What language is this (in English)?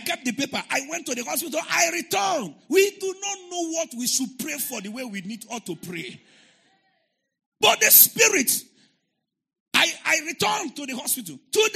English